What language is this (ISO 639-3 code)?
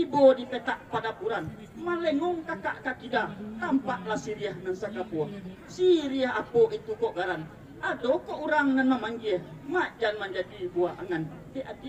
min